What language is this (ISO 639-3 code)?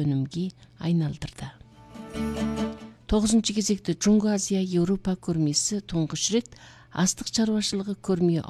kaz